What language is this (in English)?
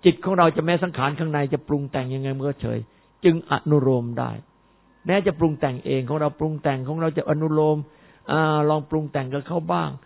Thai